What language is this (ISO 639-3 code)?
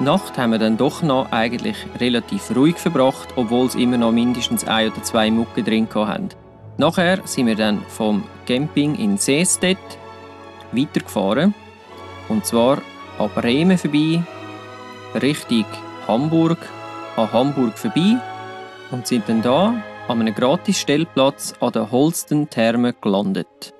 gsw